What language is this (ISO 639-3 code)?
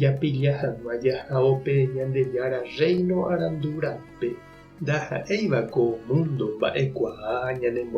grn